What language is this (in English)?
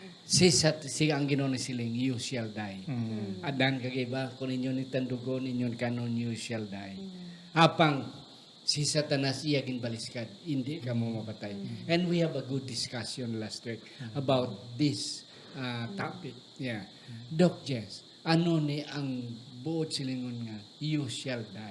Hiligaynon